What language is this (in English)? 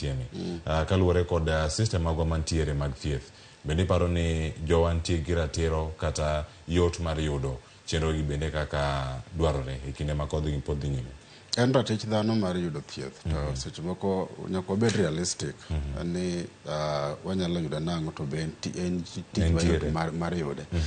Luo (Kenya and Tanzania)